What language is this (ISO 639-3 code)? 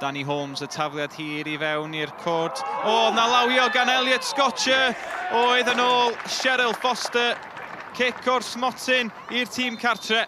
cym